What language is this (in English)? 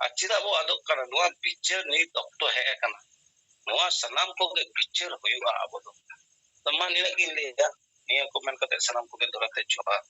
Santali